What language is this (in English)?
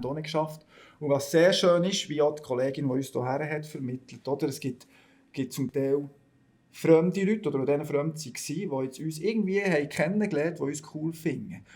Swiss German